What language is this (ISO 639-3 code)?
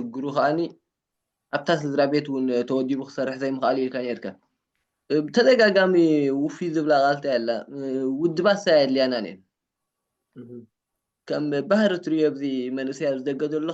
tir